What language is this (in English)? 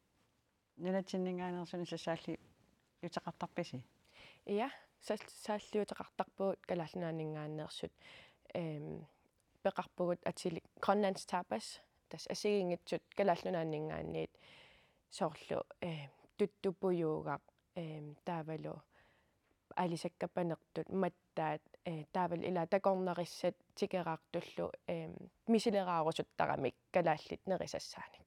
Kalaallisut